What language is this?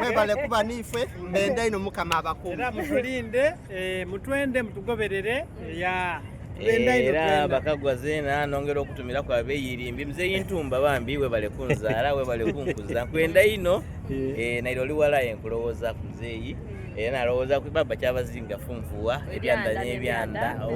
Soga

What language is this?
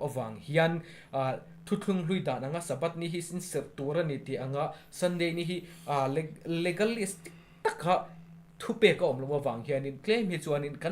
Mizo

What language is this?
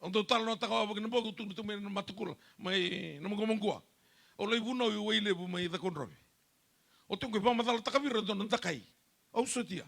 Fijian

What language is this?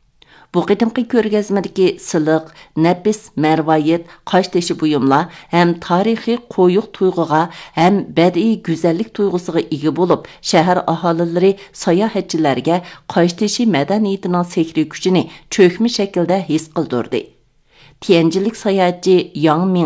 Uyghur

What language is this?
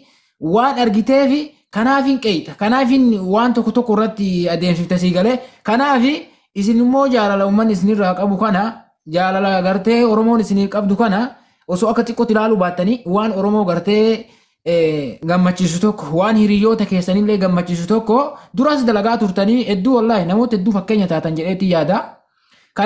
Oromo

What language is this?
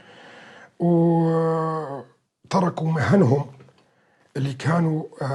North Levantine Arabic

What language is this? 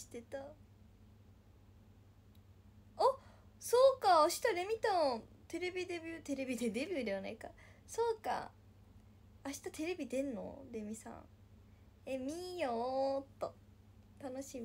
Japanese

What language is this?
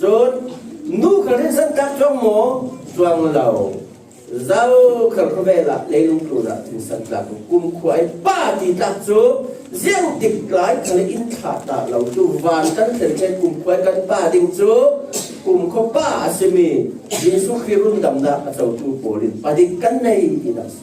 Falam Chin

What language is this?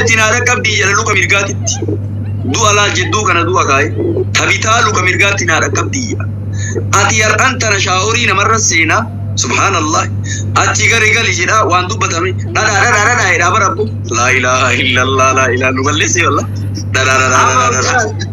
Oromo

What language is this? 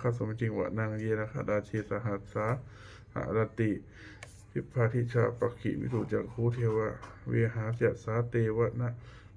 Pali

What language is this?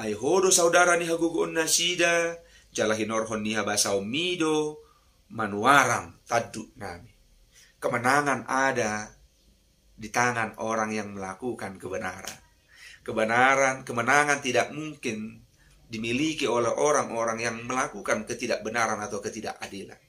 Batak Toba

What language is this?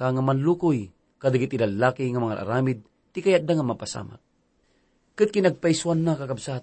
Iloko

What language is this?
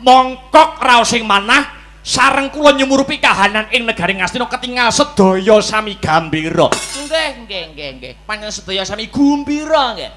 Javanese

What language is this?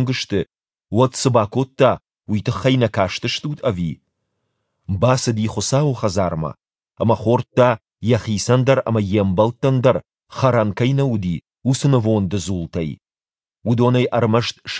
Ossetic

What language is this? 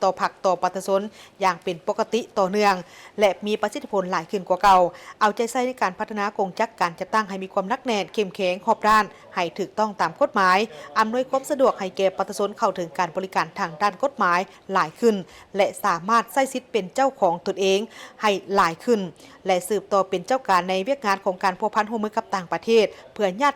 Lao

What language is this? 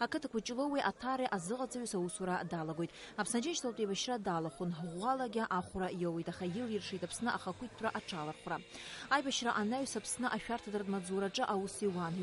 Abkhazian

